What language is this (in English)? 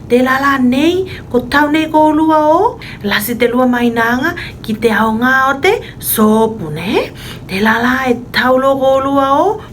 Tuvalu